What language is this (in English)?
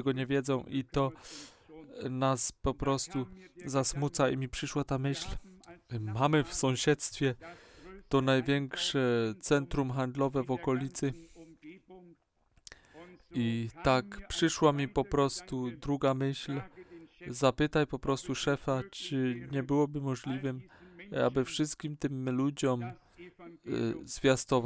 Polish